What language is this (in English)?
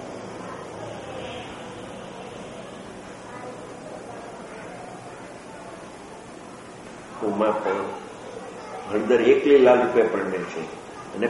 Gujarati